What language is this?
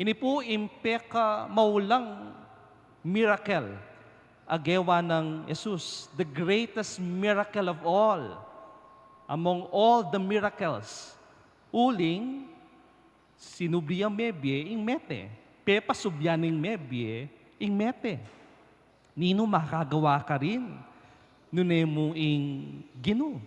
Pampanga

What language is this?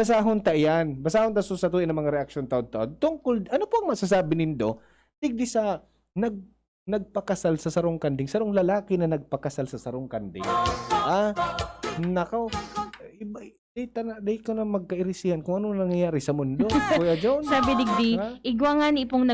Bikol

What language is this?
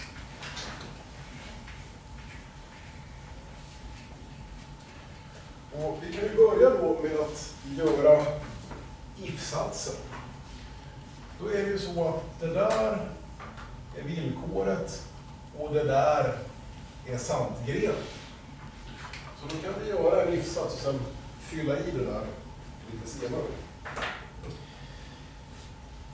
Swedish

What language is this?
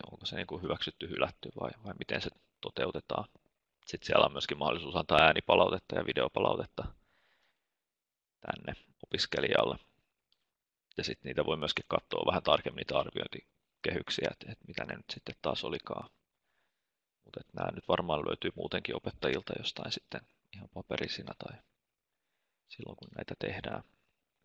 Finnish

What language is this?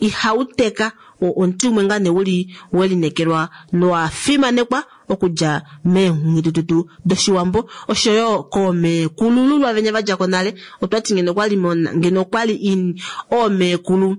Kuanyama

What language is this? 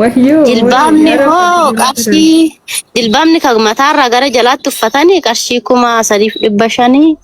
Oromo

